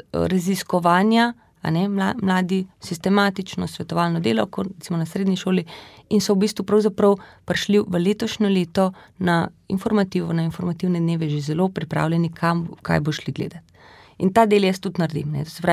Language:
Slovenian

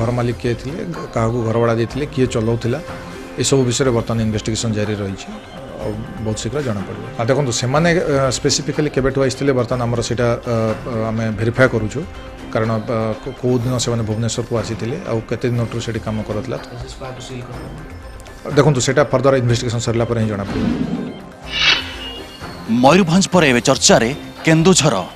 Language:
Odia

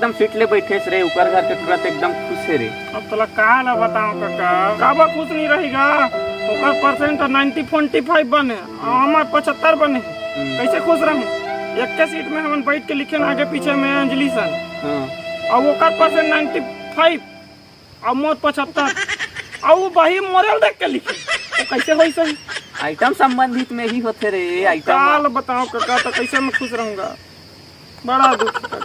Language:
Chhattisgarhi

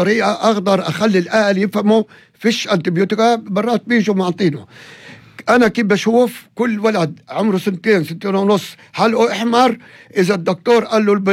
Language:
North Levantine Arabic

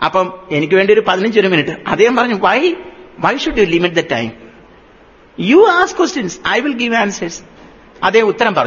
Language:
Malayalam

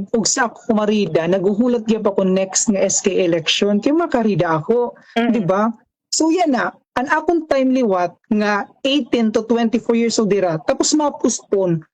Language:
Waray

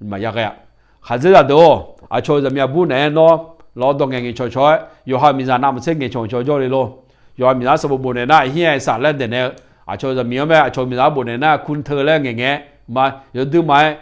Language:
Akha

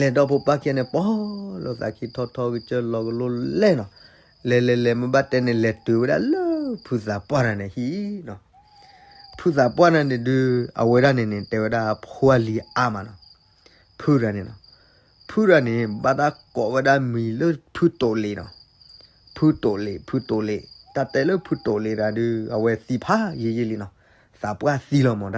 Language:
S'gaw Karen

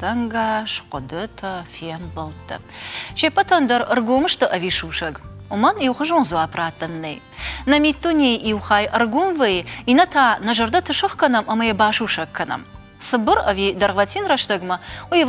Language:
Ossetic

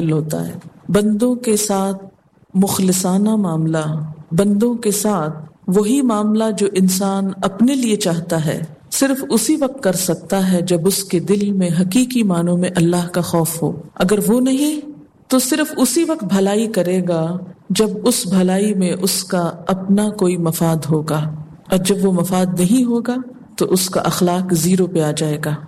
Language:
Urdu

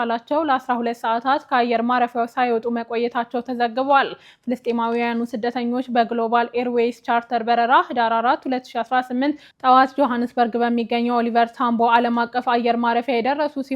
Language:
Amharic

